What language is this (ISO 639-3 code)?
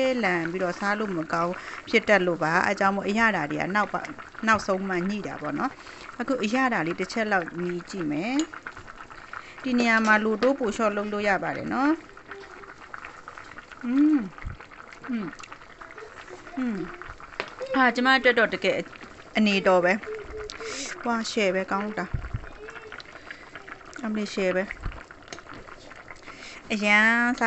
mya